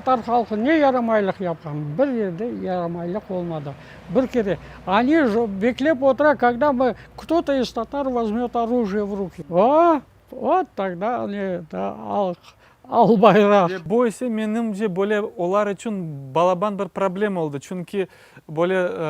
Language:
Crimean Tatar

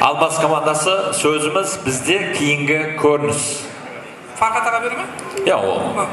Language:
Kara-Kalpak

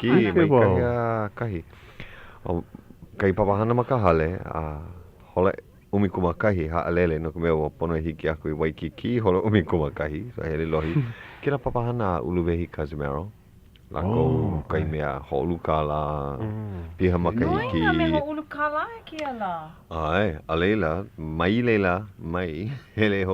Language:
Hawaiian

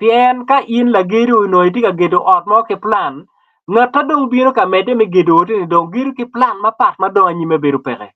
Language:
Acoli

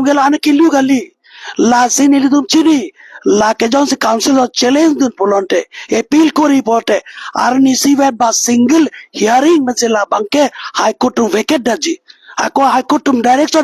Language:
Karbi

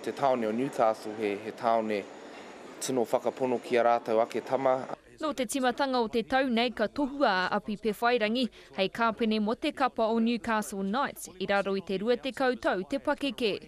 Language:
Māori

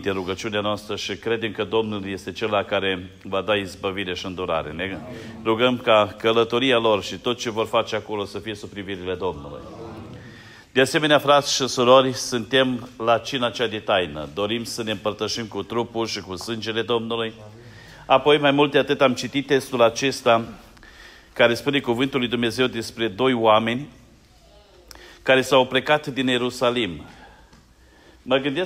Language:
Romanian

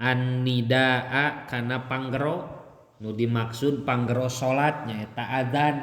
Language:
Sundanese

